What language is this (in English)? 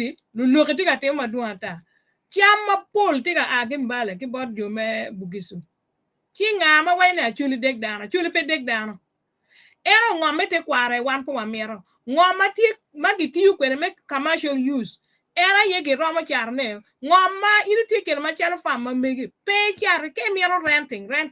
Acoli